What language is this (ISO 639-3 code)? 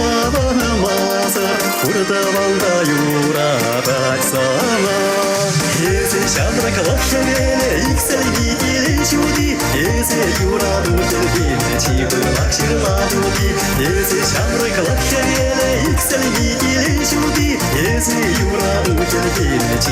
chv